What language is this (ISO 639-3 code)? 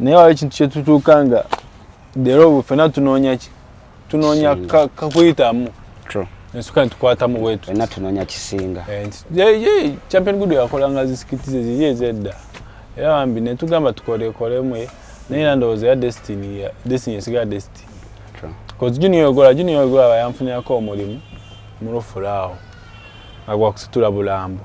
lug